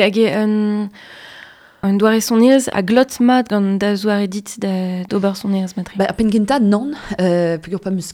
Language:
Breton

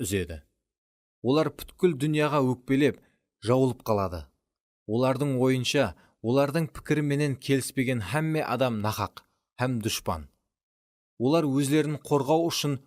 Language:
Kara-Kalpak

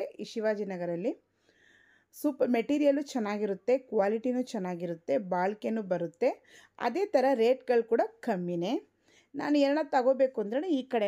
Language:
Kannada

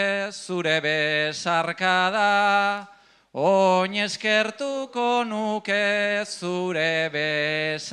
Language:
Basque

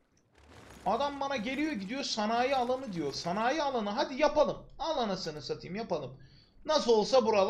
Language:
Turkish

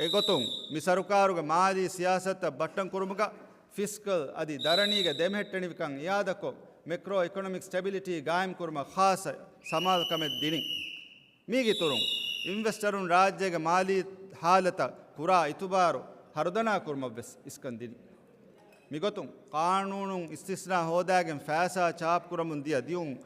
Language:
Divehi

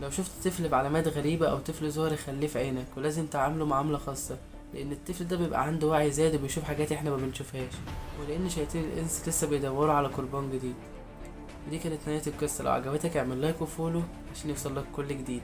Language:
Egyptian Arabic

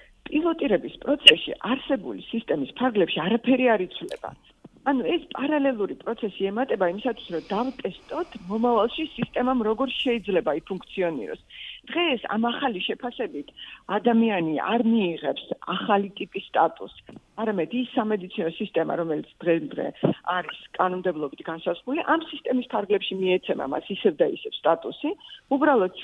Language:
Georgian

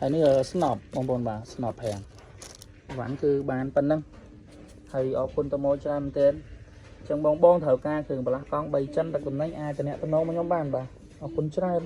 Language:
Khmer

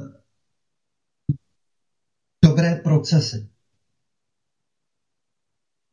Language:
Czech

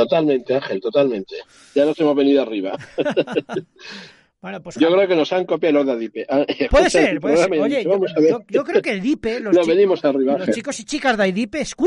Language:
Spanish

